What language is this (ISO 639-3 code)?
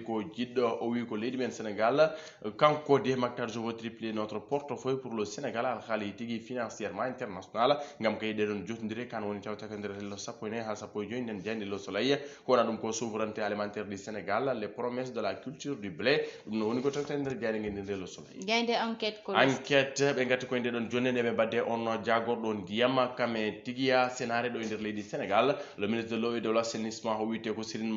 ful